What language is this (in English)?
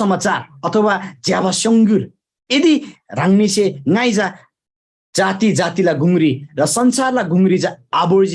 Eastern Tamang